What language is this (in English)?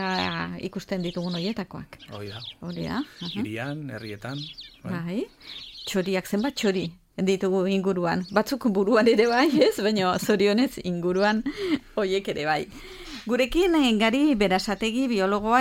Basque